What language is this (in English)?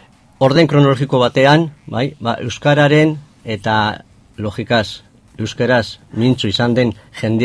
Basque